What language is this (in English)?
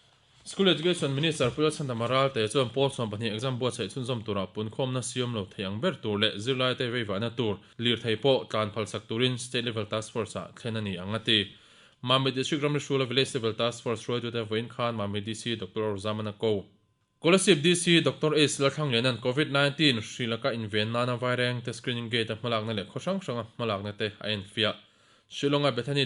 Mizo